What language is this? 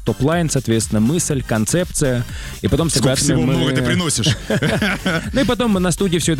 Russian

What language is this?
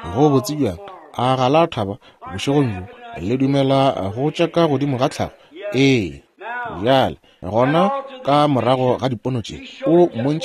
Northern Sotho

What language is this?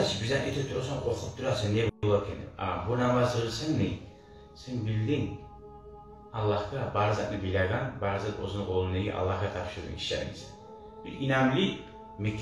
Kumyk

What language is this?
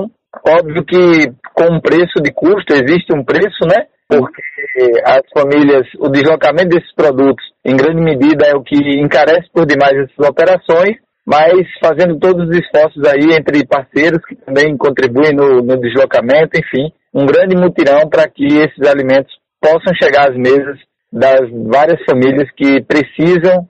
Portuguese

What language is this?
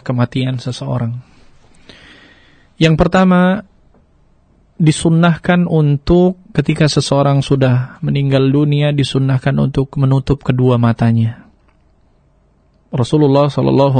Indonesian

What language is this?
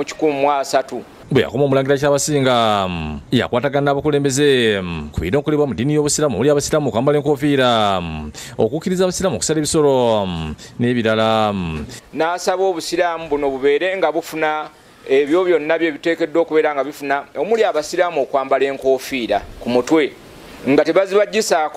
Ganda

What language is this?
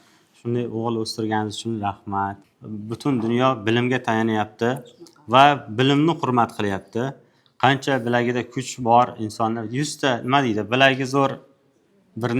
Uzbek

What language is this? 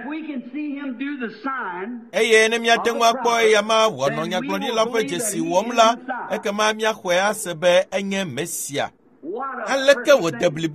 Ewe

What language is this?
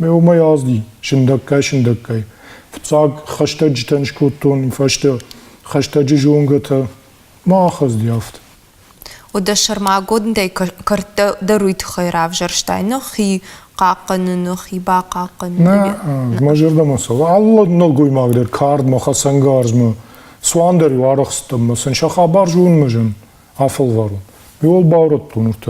Ossetic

